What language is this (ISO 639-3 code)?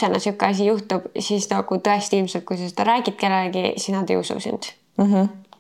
est